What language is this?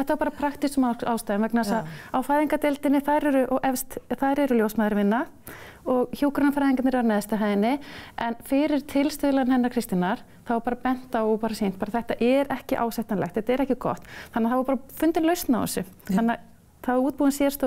Icelandic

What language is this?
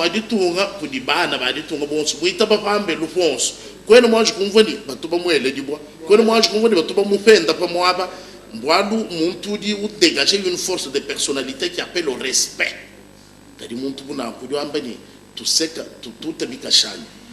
Luba-Lulua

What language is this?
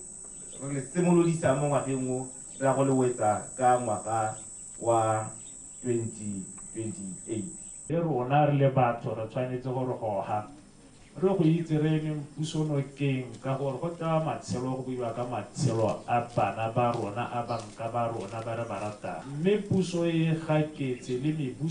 Tswana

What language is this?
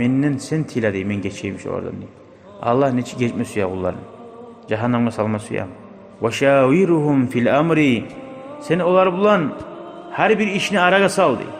Kumyk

